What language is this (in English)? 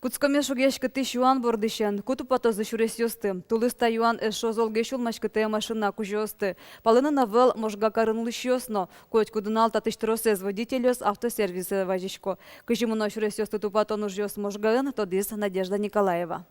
Udmurt